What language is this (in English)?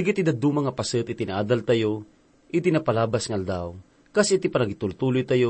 Iloko